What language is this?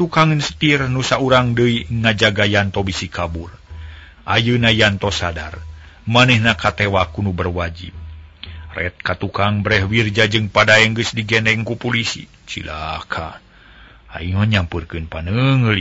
Sundanese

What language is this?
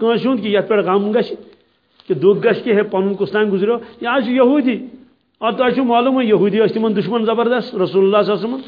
Kashmiri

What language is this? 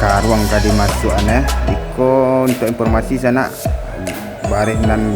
Minangkabau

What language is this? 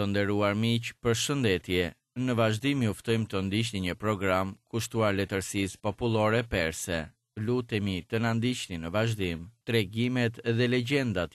Albanian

